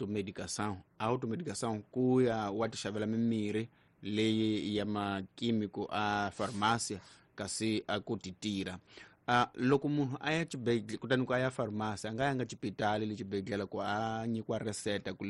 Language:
Tsonga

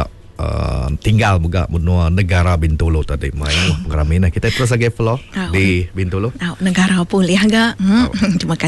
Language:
Malay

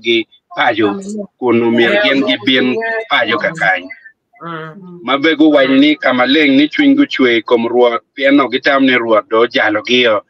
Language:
Acoli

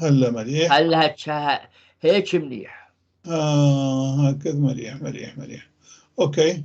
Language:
North Levantine Arabic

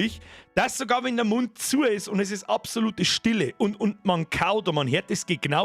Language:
Bavarian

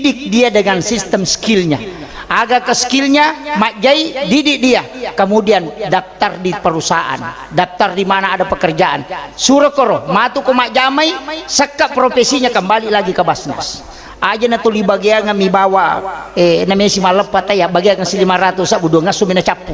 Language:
Buginese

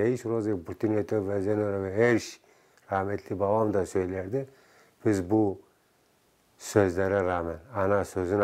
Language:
Zaza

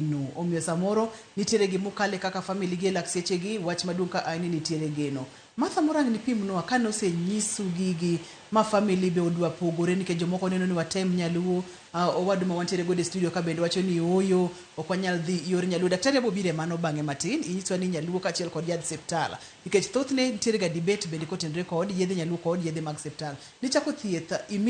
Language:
Luo (Kenya and Tanzania)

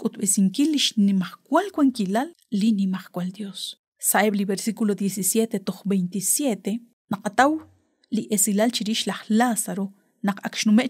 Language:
Kekchí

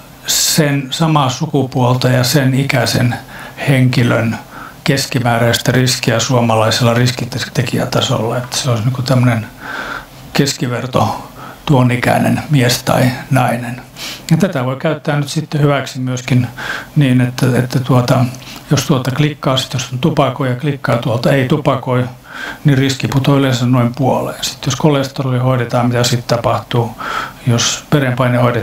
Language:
Finnish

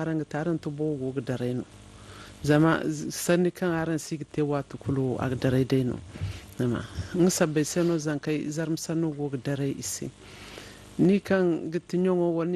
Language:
Zarma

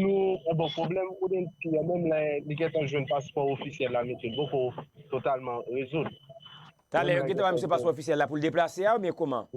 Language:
Haitian Creole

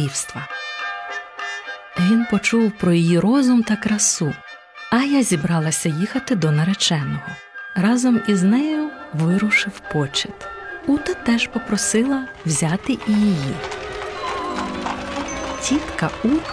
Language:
Ukrainian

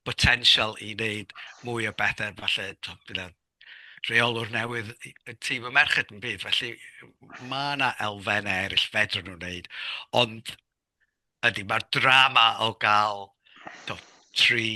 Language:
Welsh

